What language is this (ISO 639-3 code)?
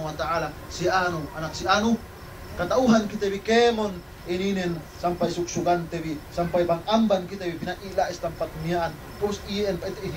yka